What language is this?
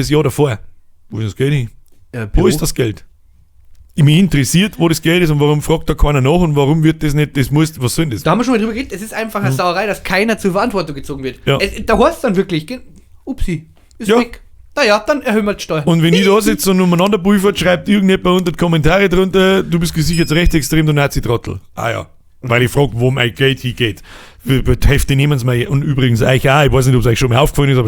Bavarian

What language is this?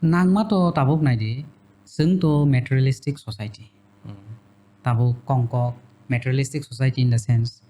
Kok Borok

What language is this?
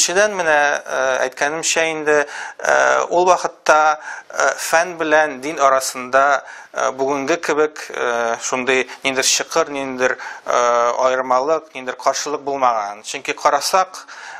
Tatar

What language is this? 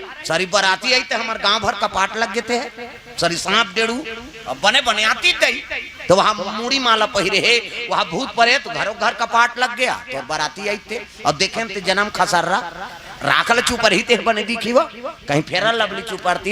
Chhattisgarhi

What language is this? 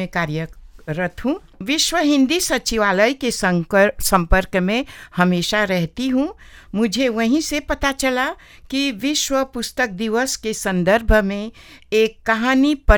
Hindi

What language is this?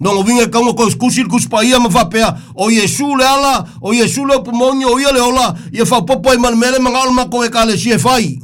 Samoan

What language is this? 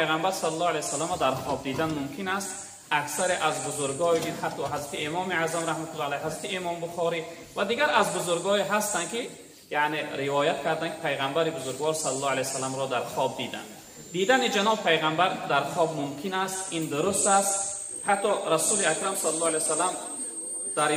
Tajik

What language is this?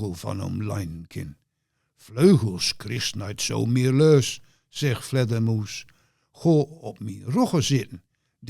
Gronings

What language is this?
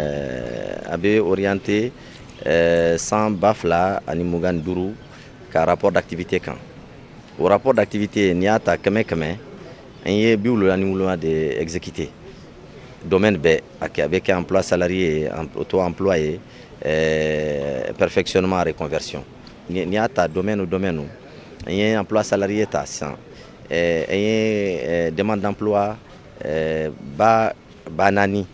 Bambara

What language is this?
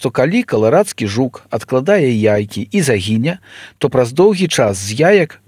Belarusian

